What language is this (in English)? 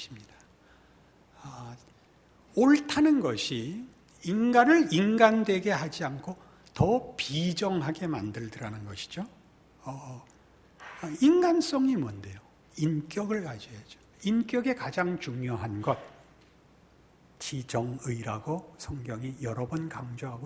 Korean